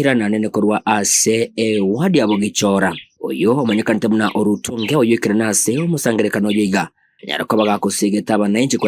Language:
Gusii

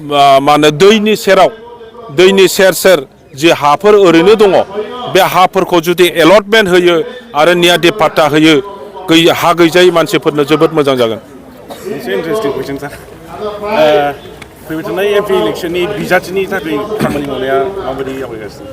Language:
Bodo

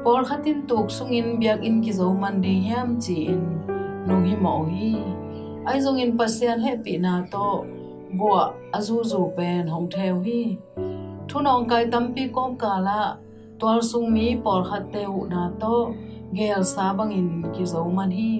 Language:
Tedim Chin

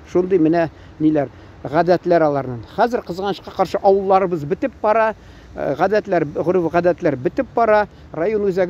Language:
Tatar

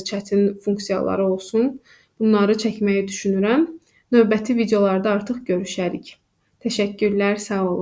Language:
Azerbaijani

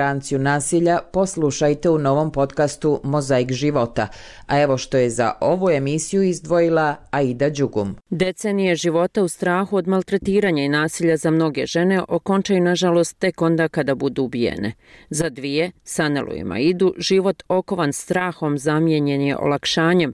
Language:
Bosnian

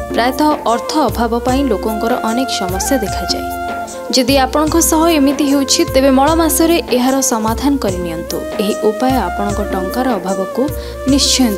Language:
Odia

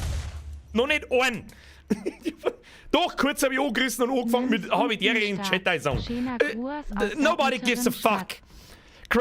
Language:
Bavarian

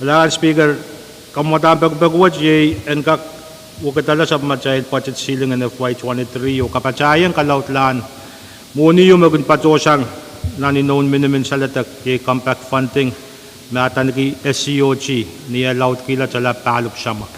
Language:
Pohnpeian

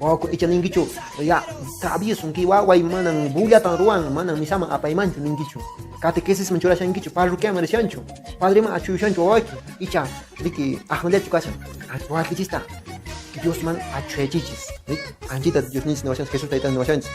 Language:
Quechua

